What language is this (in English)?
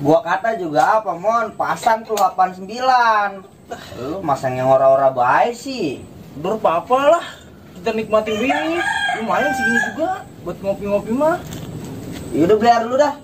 Betawi